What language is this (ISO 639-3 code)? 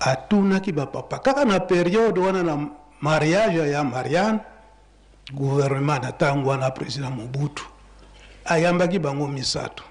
lin